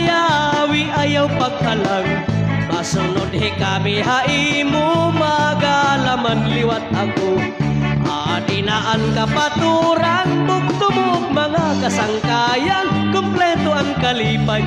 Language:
Waray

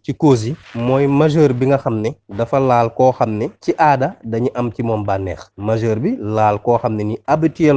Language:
Wolof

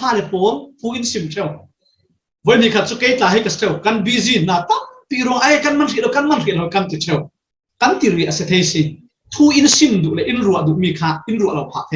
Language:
Falam Chin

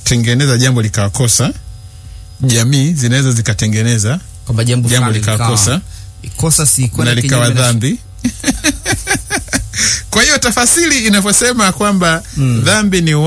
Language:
Swahili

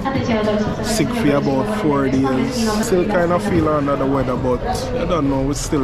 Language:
Jamaican Creole English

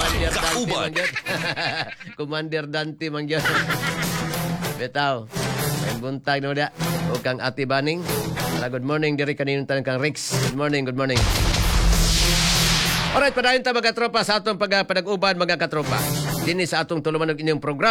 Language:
Cebuano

